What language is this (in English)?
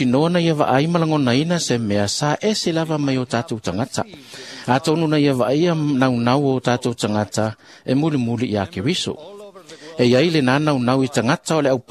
Samoan